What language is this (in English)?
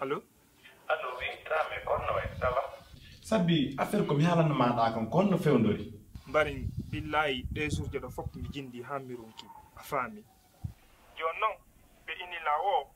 Pular